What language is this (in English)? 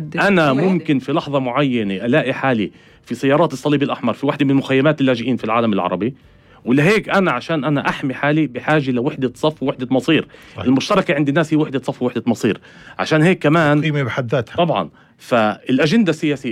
North Levantine Arabic